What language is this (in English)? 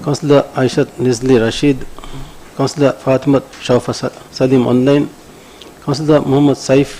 Divehi